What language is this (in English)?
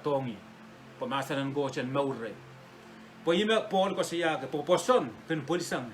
Pohnpeian